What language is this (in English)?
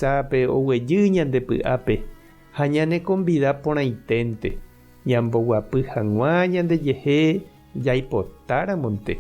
Guarani